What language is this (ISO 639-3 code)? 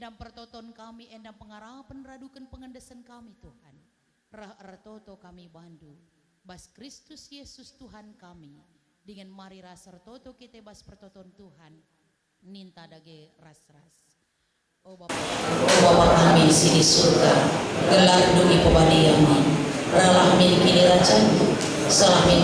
btx